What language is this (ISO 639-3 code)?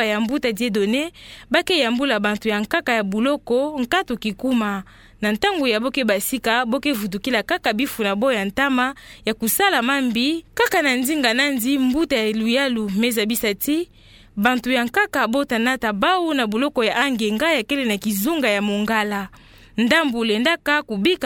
ktu